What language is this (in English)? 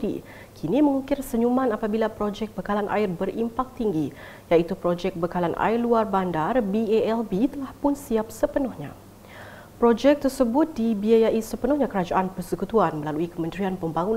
Malay